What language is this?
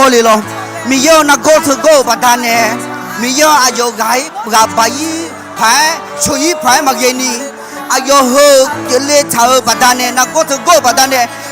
Akha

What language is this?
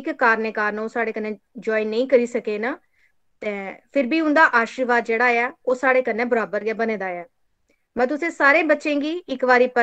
Dogri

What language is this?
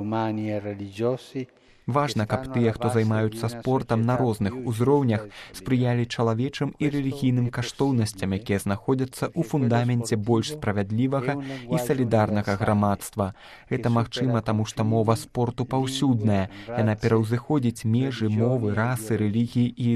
Belarusian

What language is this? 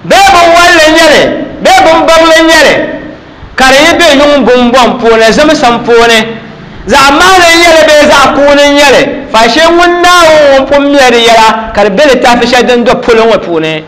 Dagbani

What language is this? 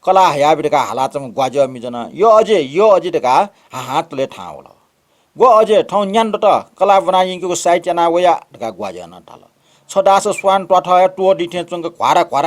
Newari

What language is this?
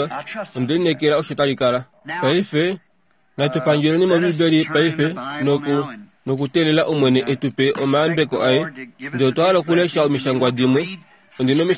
Kuanyama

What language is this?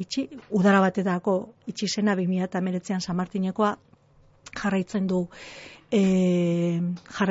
Basque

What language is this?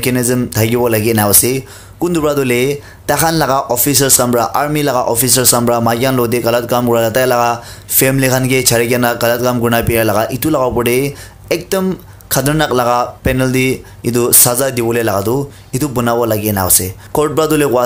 Naga Pidgin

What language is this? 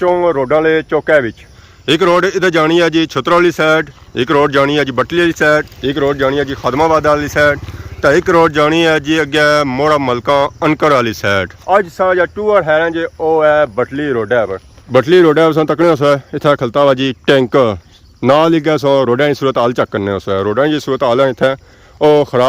Pahari-Potwari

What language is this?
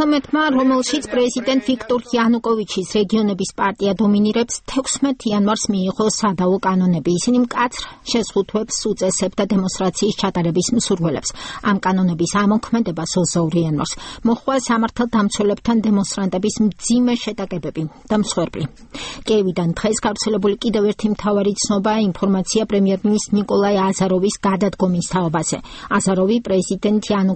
Georgian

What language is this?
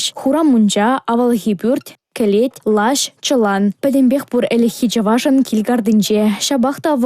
Chuvash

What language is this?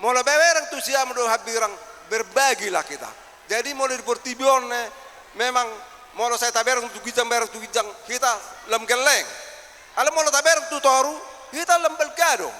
Batak Toba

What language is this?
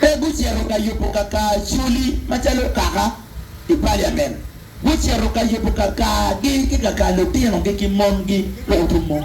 Acoli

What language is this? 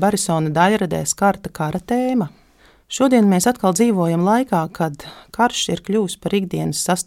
Latvian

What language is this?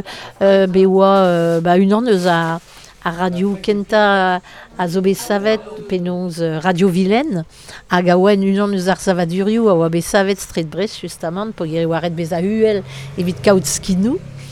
Breton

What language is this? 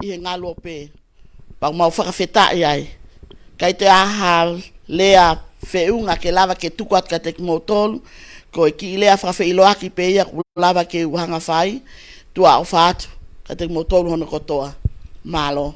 Tongan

